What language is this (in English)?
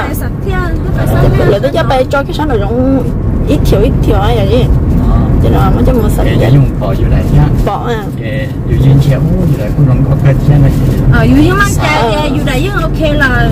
Vietnamese